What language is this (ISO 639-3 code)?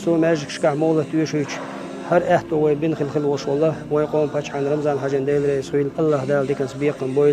che